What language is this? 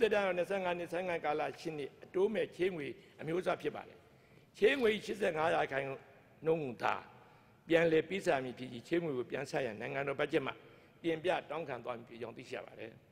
Burmese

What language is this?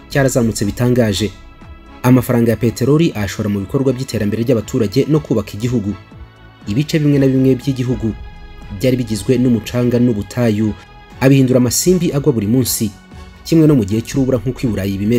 Kinyarwanda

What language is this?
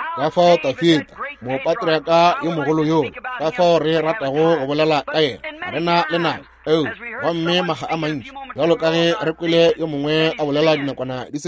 Northern Sotho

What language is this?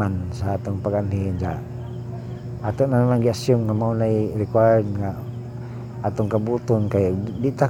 Cebuano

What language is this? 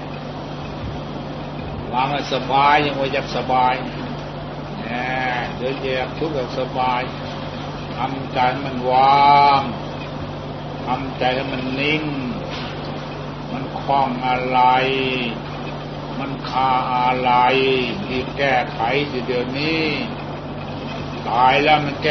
Thai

